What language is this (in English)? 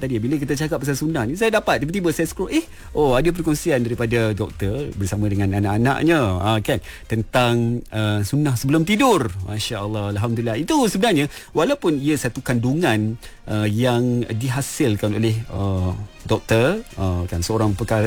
Malay